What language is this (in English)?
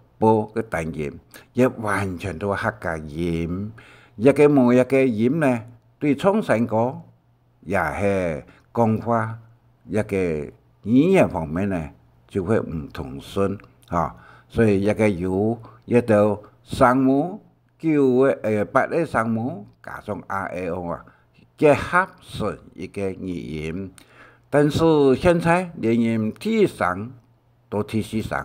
Hakka Chinese